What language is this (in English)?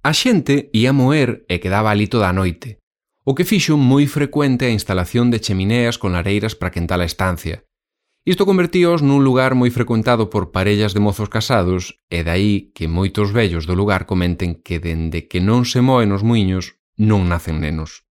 Galician